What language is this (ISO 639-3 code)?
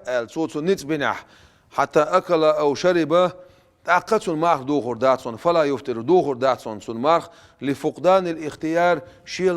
che